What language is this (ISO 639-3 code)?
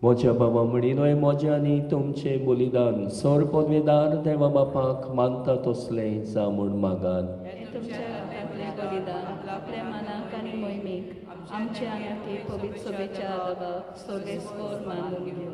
kok